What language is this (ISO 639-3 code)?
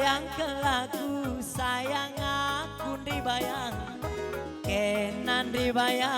btx